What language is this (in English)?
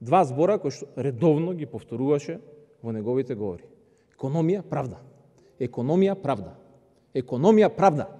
Macedonian